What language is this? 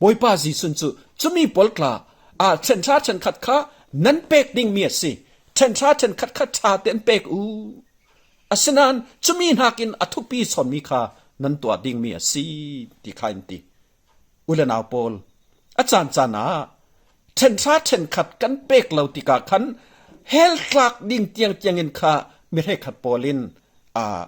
Falam Chin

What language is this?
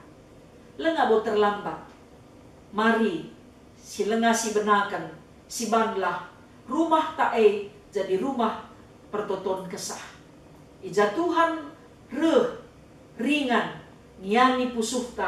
Batak Karo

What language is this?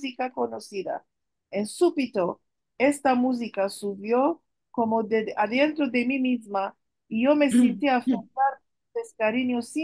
Ladino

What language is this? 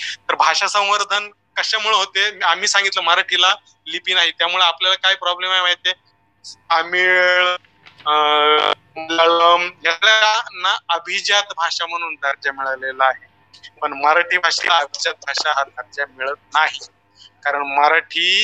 Marathi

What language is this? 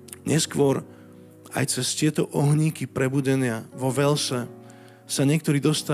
Slovak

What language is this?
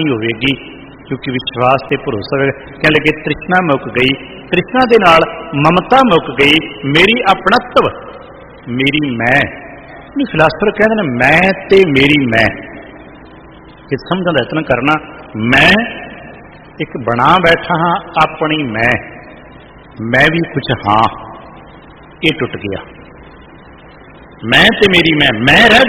Punjabi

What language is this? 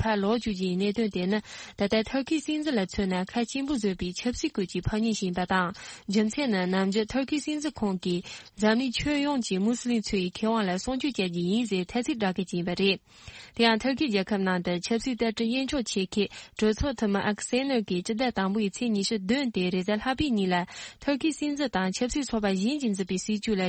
Tibetan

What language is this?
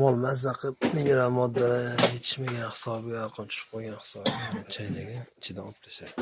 Uzbek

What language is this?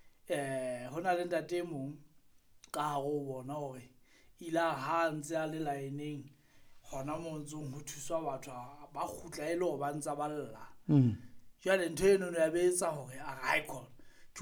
Southern Sotho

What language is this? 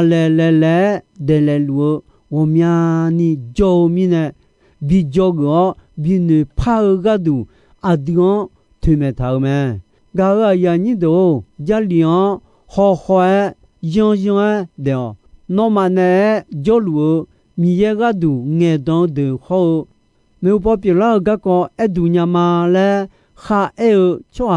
Akha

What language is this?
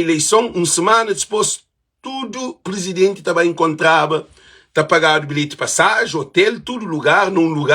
Kabuverdianu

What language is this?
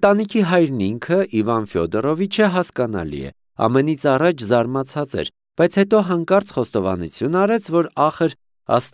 Armenian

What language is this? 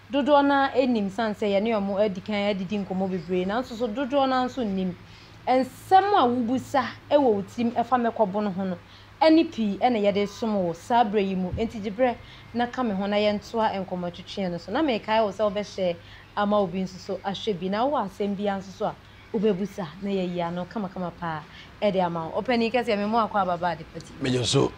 Akan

